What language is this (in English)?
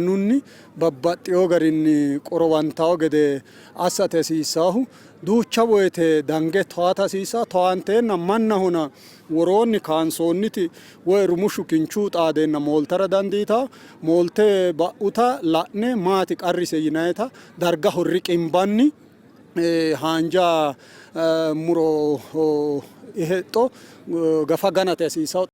Sidamo